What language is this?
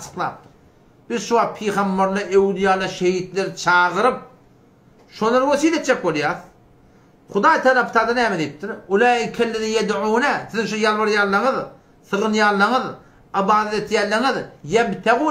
Turkmen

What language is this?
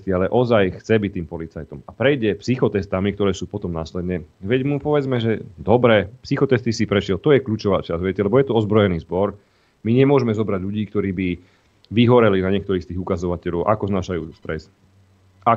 Slovak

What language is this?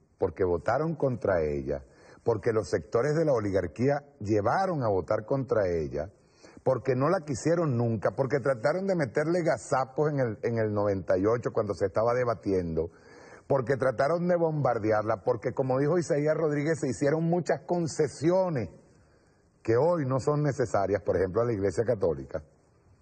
Spanish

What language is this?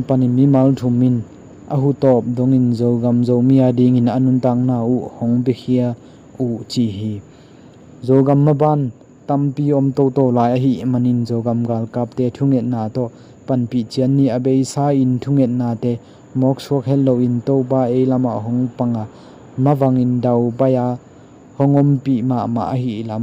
Tedim Chin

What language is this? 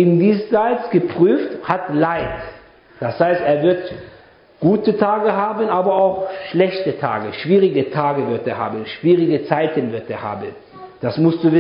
German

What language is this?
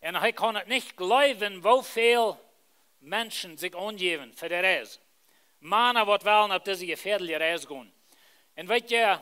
Plautdietsch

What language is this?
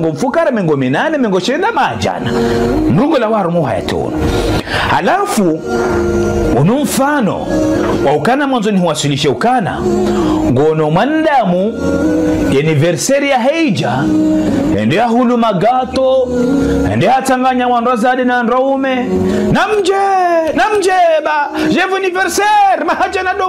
Ngazidja Comorian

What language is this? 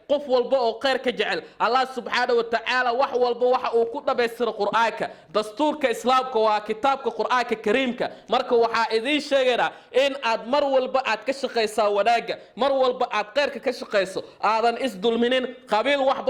Somali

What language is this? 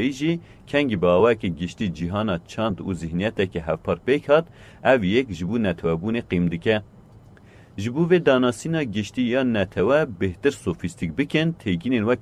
Kurdish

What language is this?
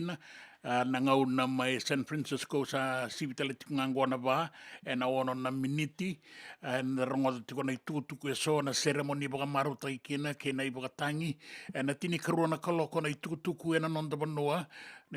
Fijian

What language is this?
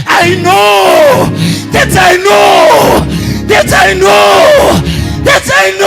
Southern Sotho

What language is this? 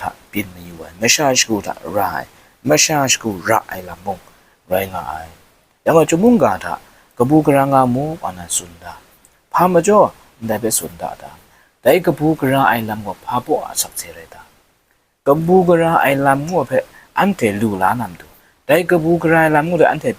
Kachin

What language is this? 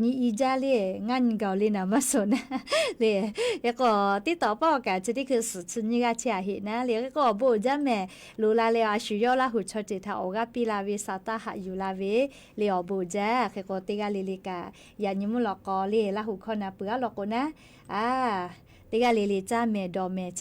Lahu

